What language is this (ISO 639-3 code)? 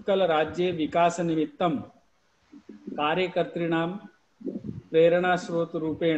san